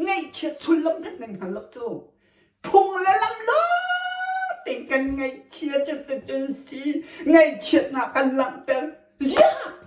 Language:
Hakha Chin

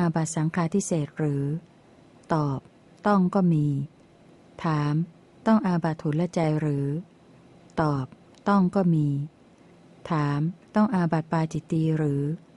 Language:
Thai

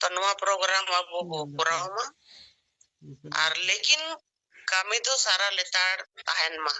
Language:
Santali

